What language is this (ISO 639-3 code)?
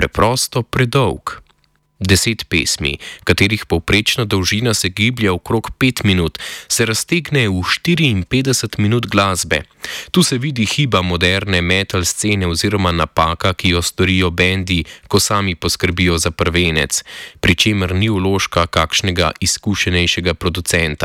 slv